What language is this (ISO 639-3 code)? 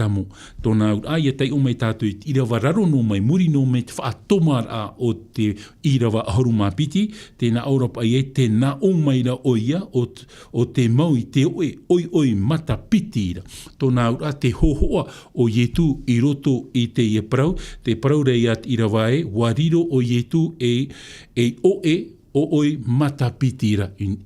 tah